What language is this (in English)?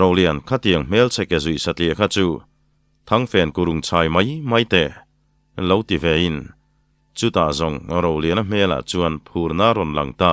Mizo